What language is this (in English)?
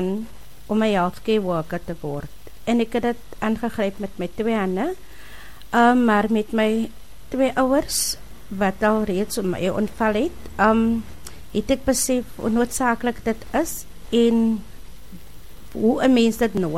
Afrikaans